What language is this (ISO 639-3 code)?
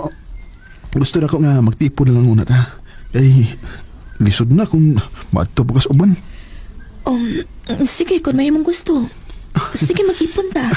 ceb